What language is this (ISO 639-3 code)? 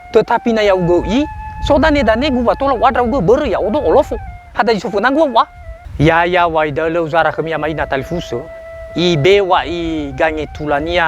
nia